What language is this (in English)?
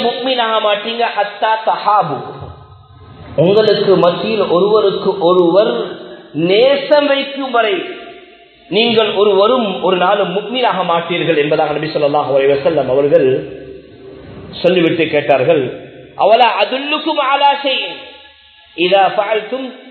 Tamil